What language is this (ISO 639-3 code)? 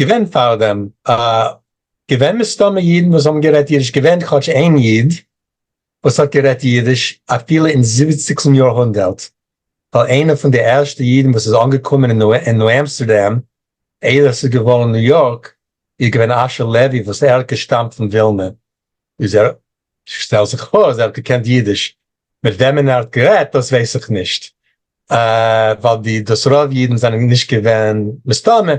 yid